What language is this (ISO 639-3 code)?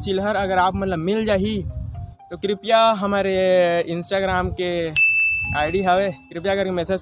hne